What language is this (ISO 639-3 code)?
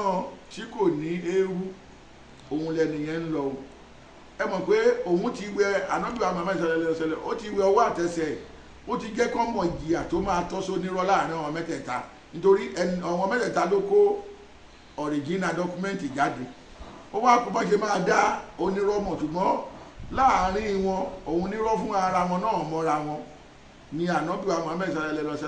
yor